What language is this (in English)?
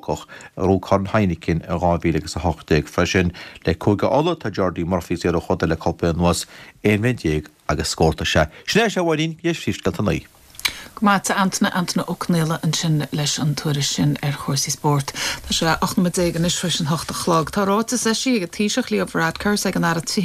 Irish